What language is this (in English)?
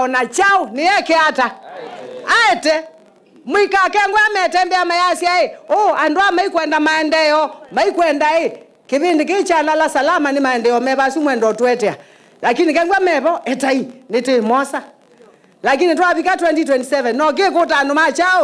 Kamba